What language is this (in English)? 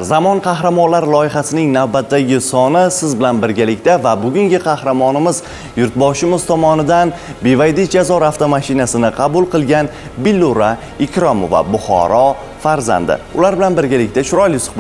Uzbek